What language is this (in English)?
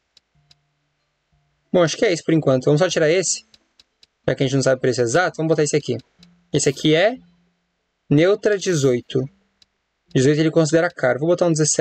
Portuguese